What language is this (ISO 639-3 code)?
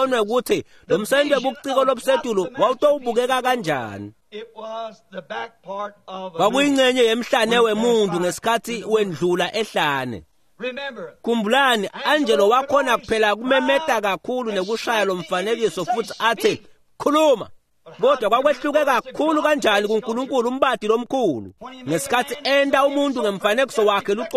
ssw